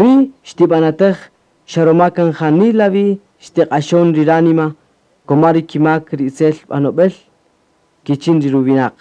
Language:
Kaqchikel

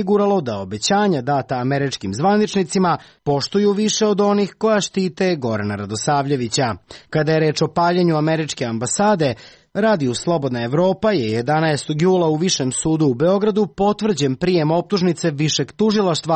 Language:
Serbian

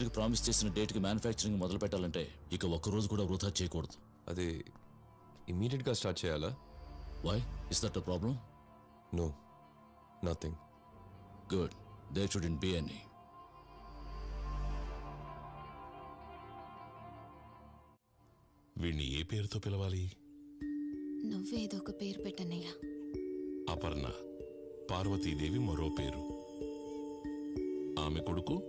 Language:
Telugu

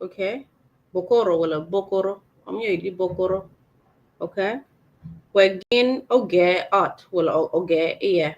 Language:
Acoli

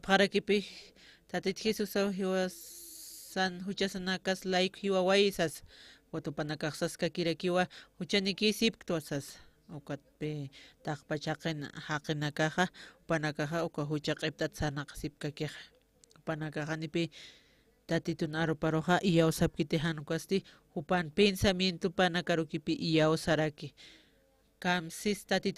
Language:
Aymara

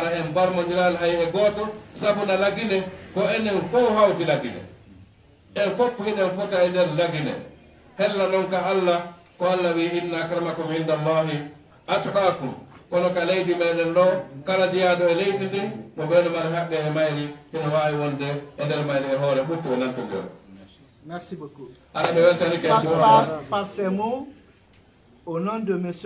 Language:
Fula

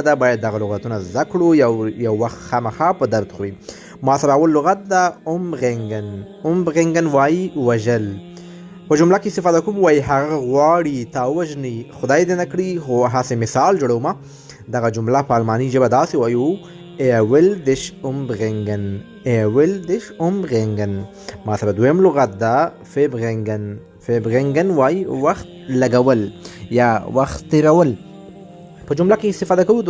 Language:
Pashto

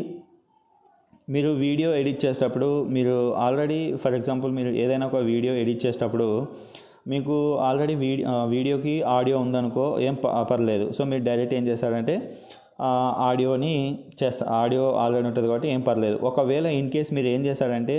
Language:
Telugu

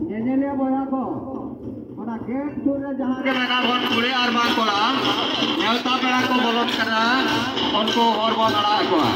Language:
Santali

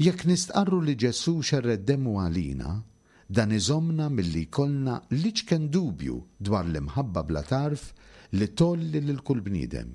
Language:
Maltese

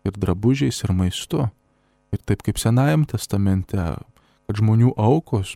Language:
Lithuanian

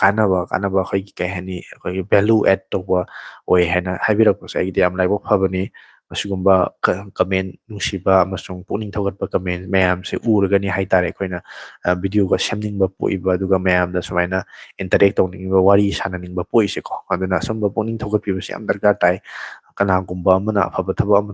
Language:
Manipuri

